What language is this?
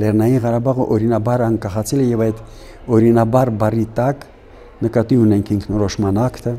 Armenian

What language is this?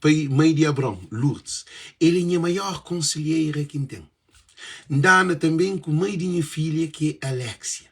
Kabuverdianu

